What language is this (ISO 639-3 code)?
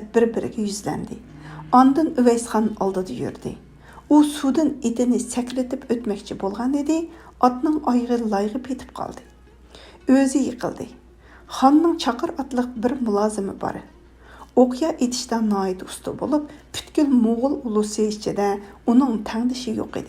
uig